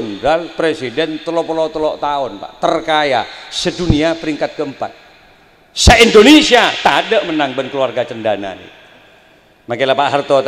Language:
Madurese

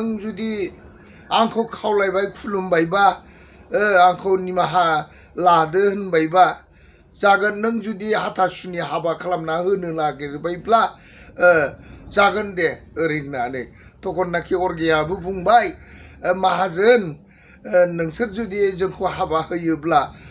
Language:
Bodo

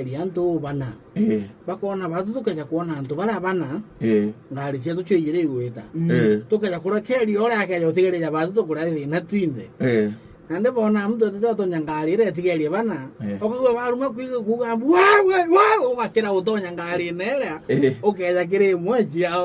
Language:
Meru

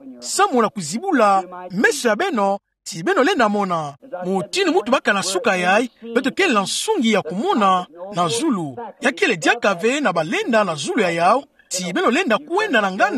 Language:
Kituba (Democratic Republic of Congo)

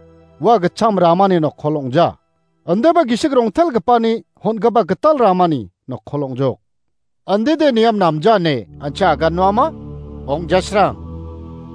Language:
Garo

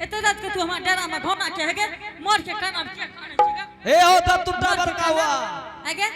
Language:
Angika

